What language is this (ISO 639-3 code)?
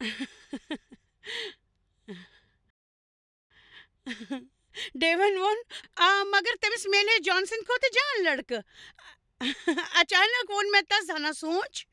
kas